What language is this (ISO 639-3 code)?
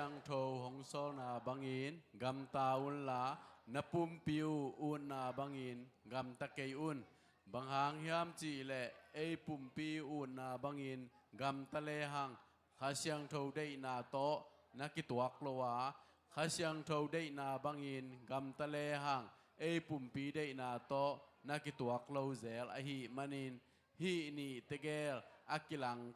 ctd